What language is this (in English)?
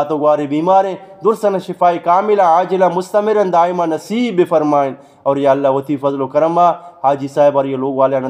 Eastern Balochi